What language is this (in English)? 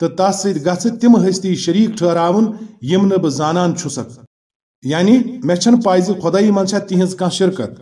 Kashmiri